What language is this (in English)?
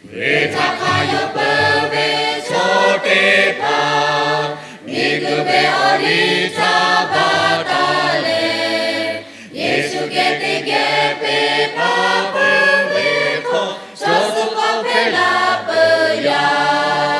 Lahu